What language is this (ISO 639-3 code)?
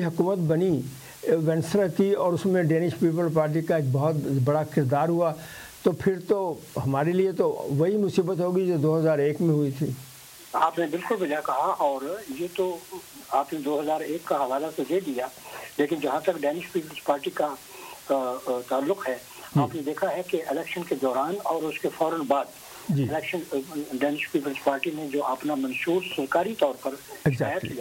urd